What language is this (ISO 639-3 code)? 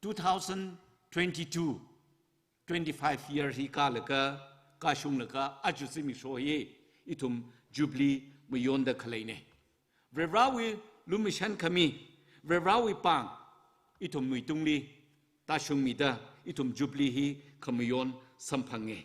nmf